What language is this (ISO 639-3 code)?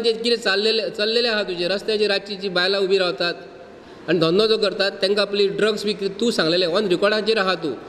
kok